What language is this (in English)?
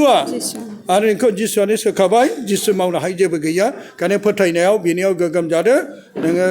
Bodo